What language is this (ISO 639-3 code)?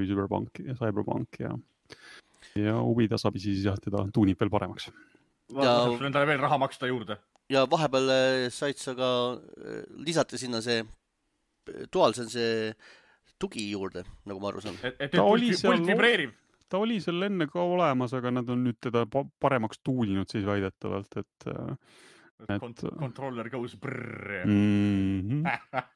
est